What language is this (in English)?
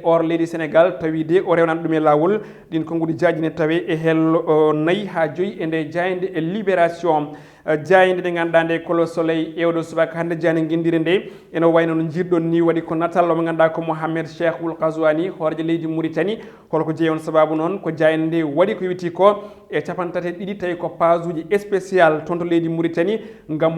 Fula